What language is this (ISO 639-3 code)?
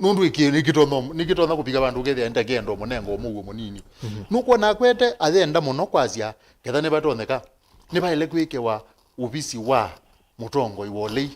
kam